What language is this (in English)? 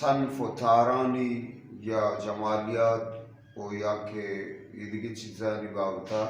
Eastern Balochi